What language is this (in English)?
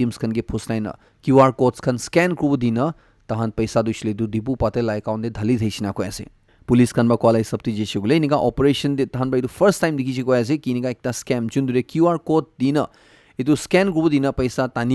Naga Pidgin